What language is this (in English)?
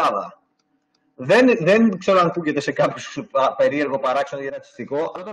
Greek